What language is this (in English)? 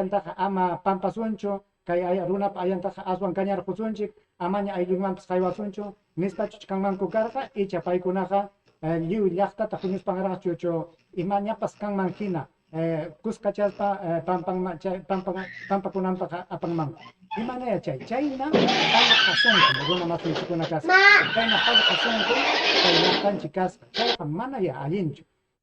Ayacucho Quechua